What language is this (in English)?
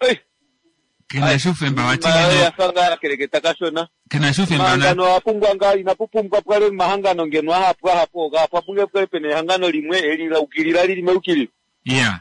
Kuanyama